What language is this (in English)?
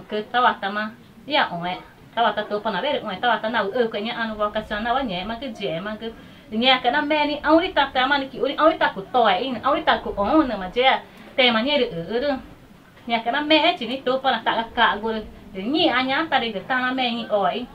Ticuna